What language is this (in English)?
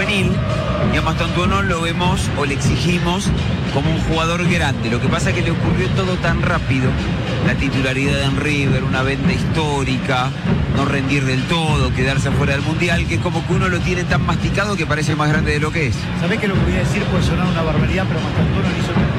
Spanish